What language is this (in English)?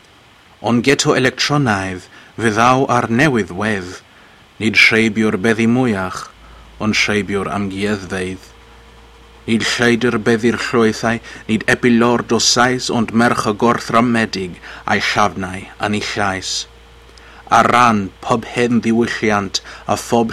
Welsh